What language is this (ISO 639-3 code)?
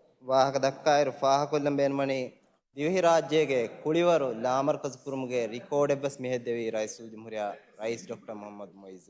div